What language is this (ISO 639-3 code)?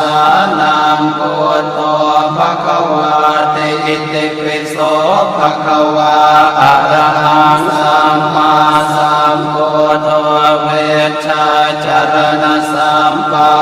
pli